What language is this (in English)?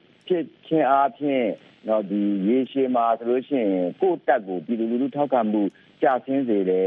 Burmese